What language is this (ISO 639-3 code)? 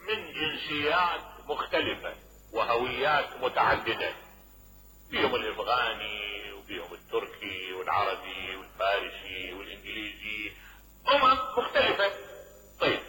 acm